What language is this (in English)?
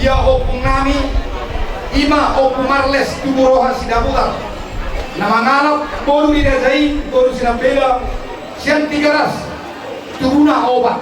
Batak Toba